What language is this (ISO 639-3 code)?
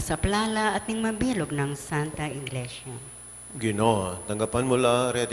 pam